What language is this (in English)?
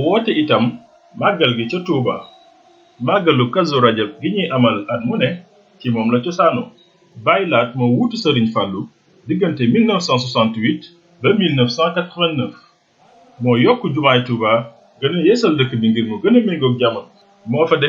Wolof